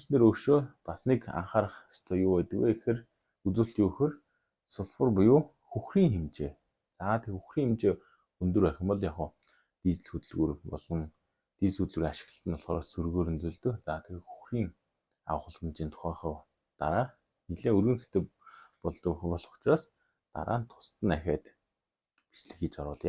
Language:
Mongolian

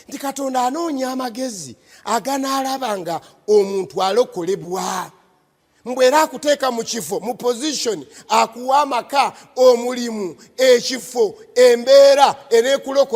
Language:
Ganda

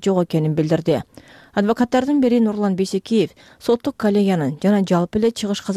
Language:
Kyrgyz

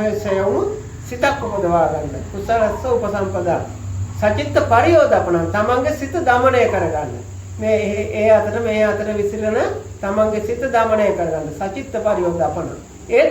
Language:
Sinhala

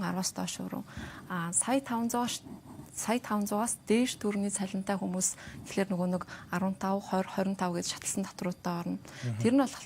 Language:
Mongolian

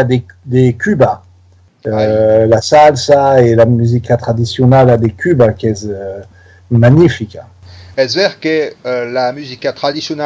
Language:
Occitan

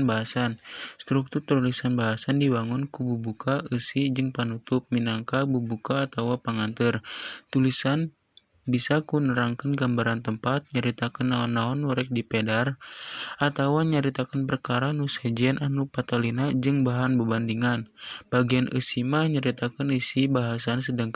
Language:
Sundanese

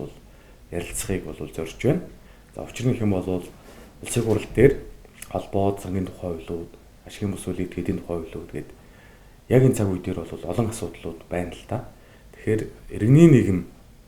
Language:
Mongolian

